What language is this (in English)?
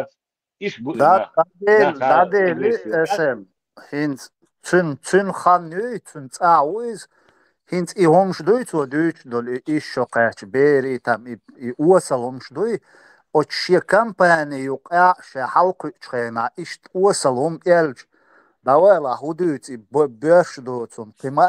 Chechen